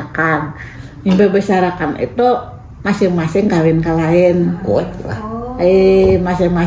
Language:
Banjar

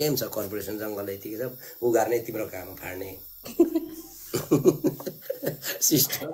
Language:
Nepali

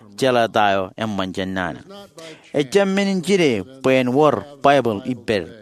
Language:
Marshallese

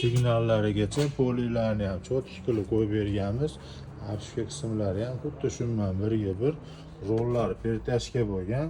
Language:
Uzbek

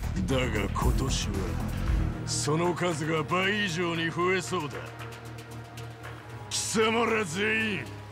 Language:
Japanese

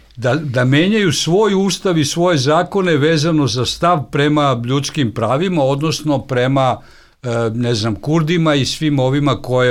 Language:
Serbian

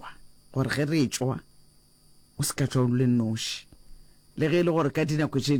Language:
Northern Sotho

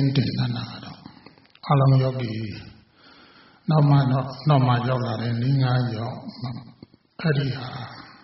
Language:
Burmese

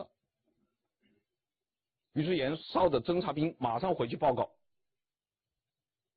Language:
Chinese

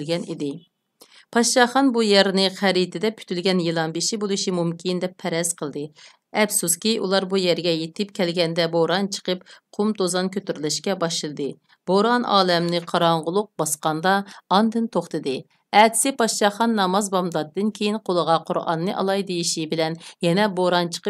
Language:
Uyghur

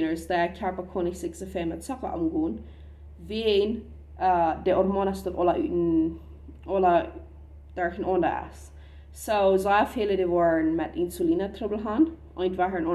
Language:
Plautdietsch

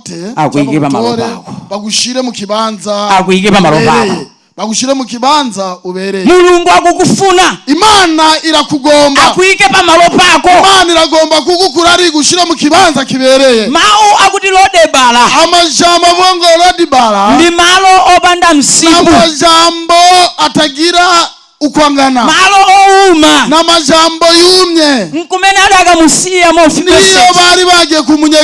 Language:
Rundi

